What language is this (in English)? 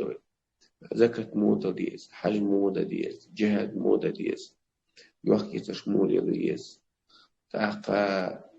Chechen